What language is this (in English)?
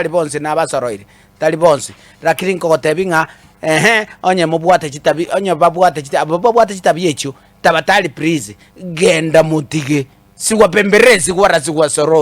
Gusii